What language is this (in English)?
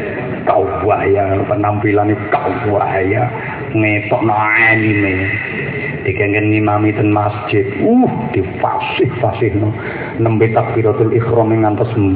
Javanese